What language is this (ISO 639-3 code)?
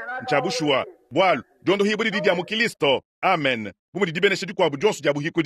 lua